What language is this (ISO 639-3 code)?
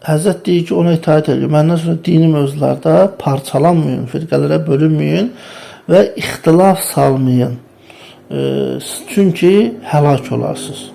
aze